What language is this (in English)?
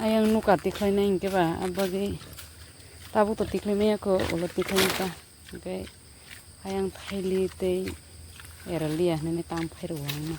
Kok Borok